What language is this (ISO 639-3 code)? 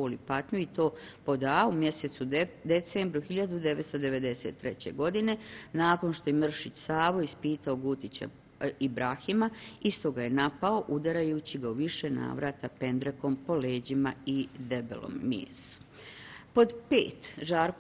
bos